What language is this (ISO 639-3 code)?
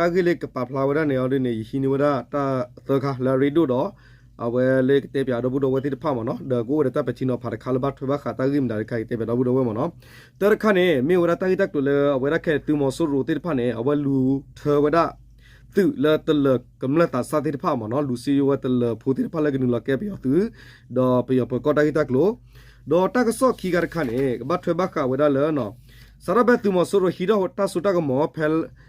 ksw